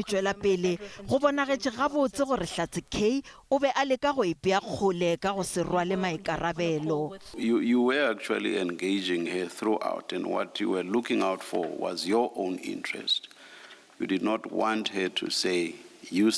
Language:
Northern Sotho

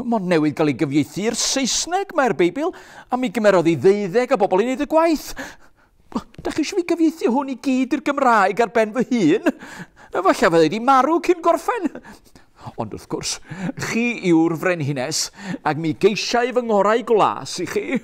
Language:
Welsh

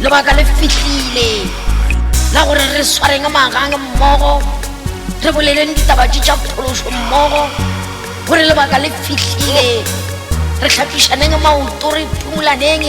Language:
Northern Sotho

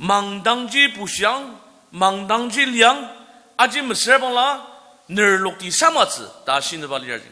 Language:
Ao Naga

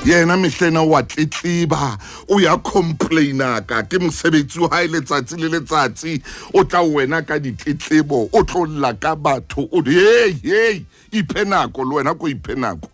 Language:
Southern Sotho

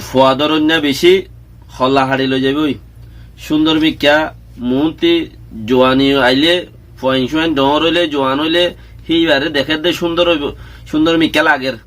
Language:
Rohingya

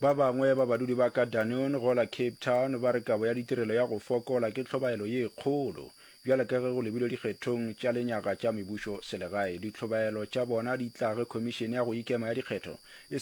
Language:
Northern Sotho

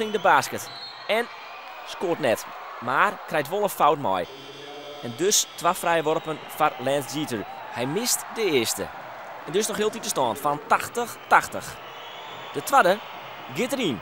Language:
Western Frisian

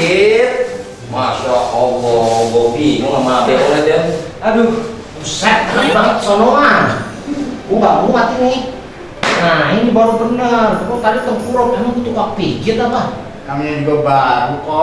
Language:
Betawi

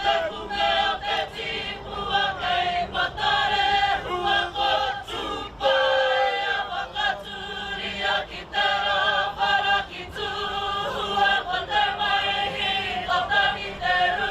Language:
Māori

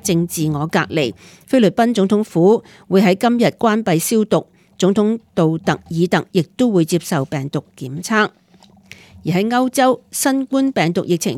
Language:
Cantonese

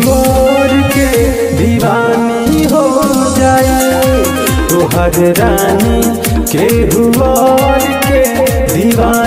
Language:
Bhojpuri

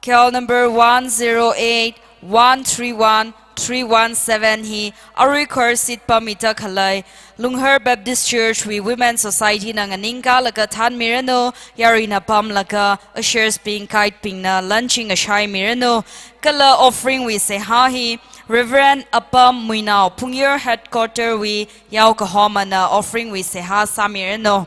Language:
Tangkhul Naga (India)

